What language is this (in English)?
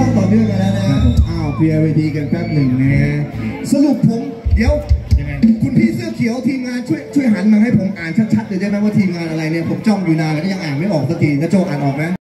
Thai